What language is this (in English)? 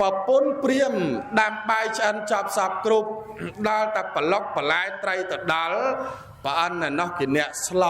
Khmer